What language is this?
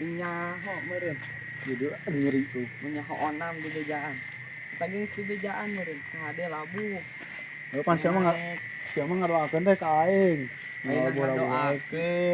Sundanese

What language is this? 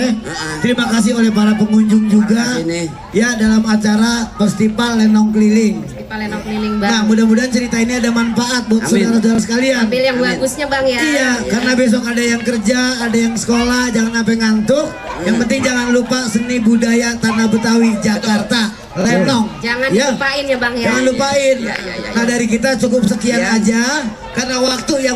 Betawi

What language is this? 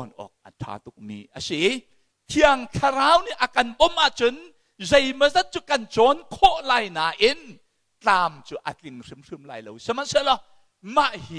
Hakha Chin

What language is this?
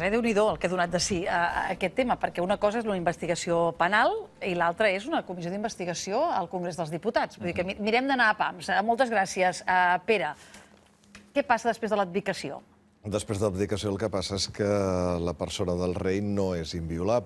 Catalan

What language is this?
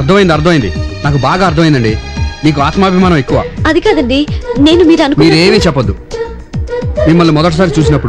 Telugu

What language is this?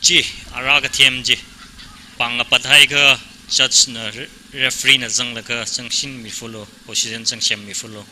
Tangkhul Naga (India)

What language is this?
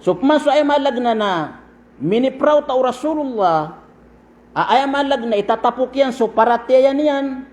Maranao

